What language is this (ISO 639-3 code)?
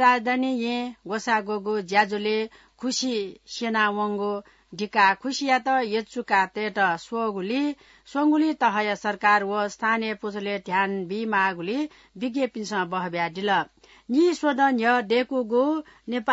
new